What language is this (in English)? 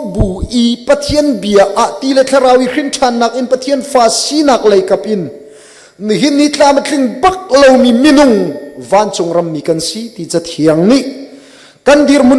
Hakha Chin